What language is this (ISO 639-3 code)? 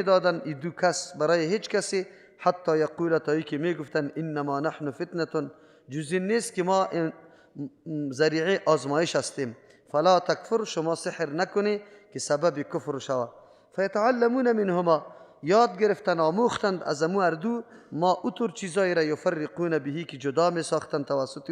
fas